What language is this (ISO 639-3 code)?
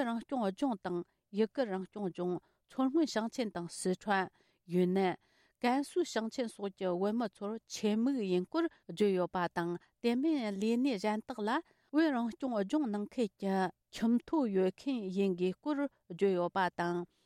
bod